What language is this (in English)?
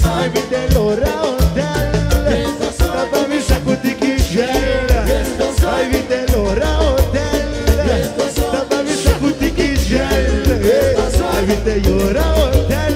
Papiamento